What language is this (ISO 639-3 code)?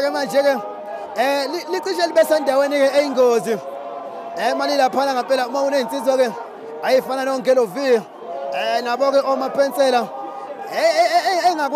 zul